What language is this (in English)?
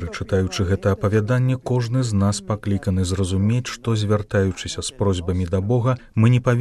Belarusian